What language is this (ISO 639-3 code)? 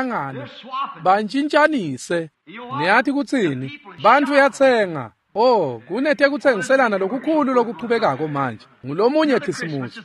ssw